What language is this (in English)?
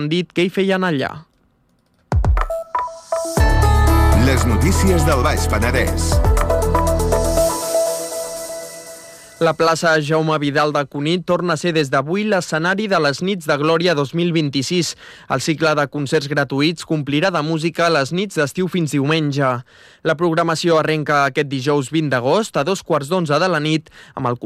Catalan